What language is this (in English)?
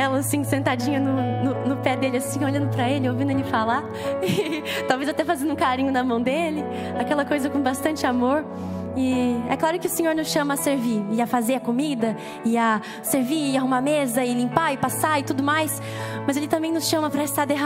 Portuguese